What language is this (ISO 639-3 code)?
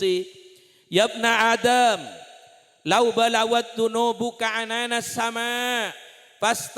mad